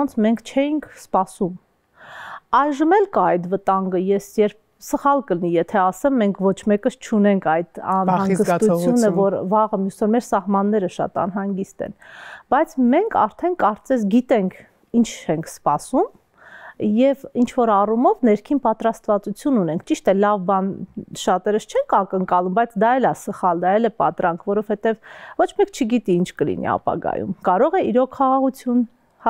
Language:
Armenian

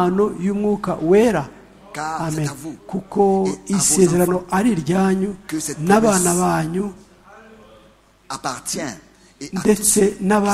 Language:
Kinyarwanda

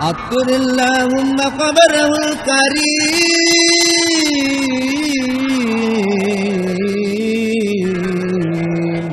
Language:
Buginese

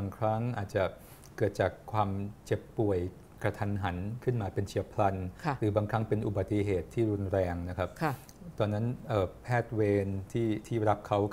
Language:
Thai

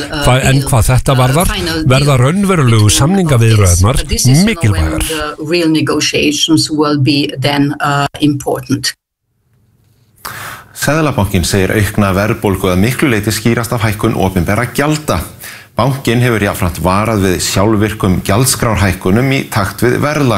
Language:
Icelandic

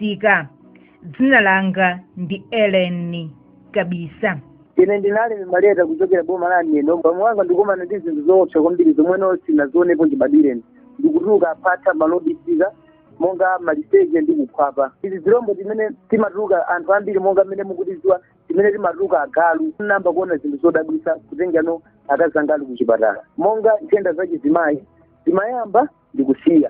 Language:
Nyanja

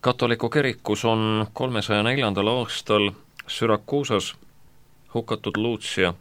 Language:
Estonian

